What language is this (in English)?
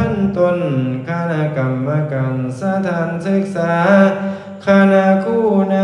Lao